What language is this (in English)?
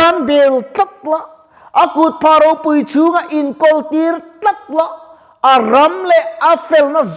Mizo